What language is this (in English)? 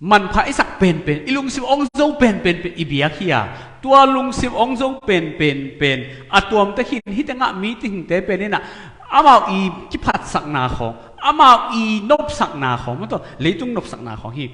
Tedim Chin